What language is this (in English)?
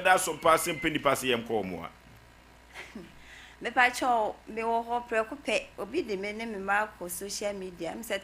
Akan